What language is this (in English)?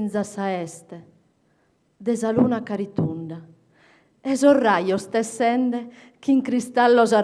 Sardinian